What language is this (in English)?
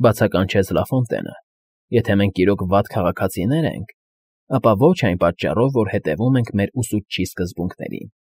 Armenian